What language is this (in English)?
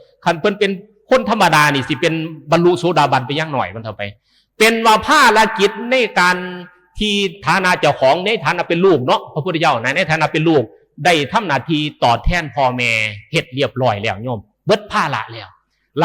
Northeastern Thai